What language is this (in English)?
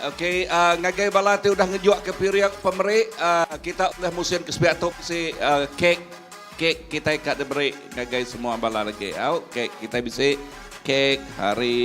Iban